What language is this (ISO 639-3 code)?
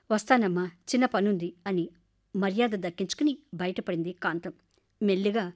tel